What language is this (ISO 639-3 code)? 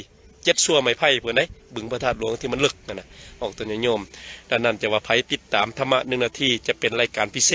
lao